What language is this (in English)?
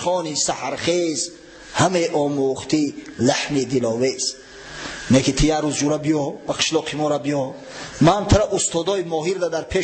Tajik